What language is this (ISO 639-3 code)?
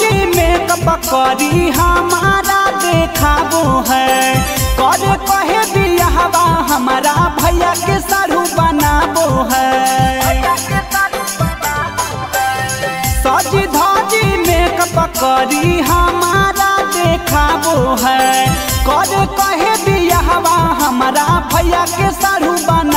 bho